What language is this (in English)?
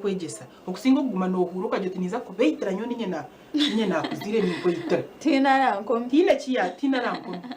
Nyankole